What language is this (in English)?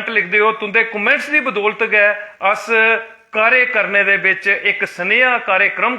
Dogri